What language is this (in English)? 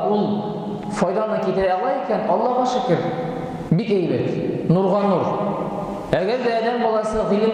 Tatar